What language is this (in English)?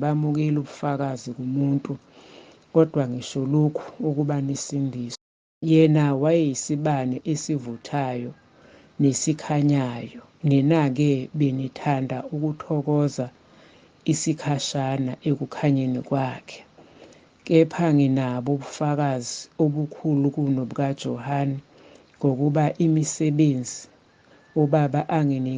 Zulu